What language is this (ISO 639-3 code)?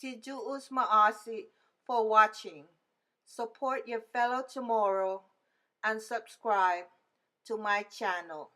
cha